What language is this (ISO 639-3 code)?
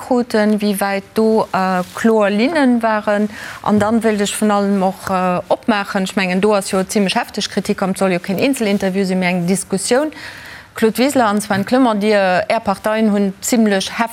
ltz